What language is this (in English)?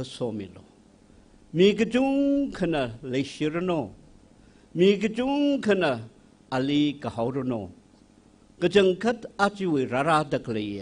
Tangkhul Naga (India)